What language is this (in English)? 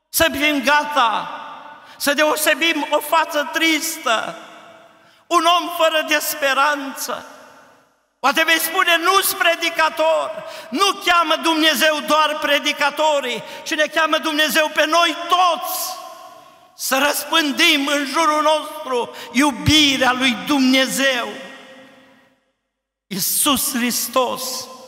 Romanian